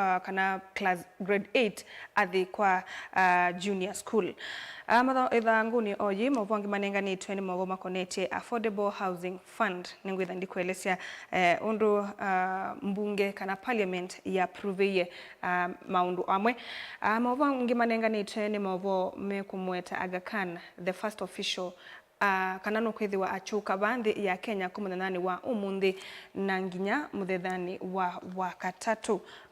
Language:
Kamba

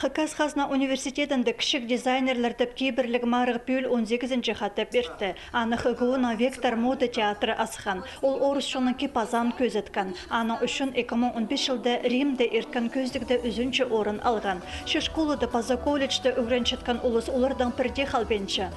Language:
Khakas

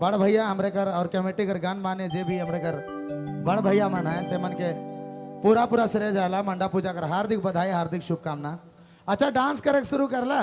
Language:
Sadri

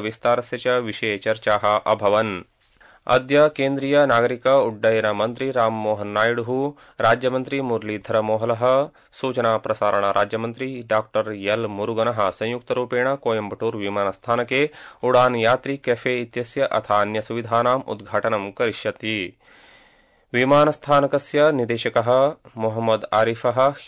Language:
Sanskrit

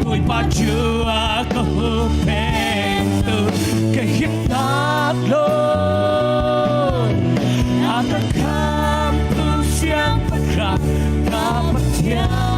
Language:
Hakha Chin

